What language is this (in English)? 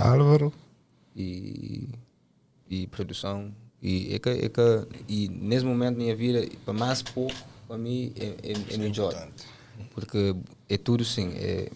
Kabuverdianu